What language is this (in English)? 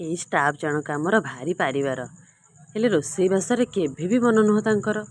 Odia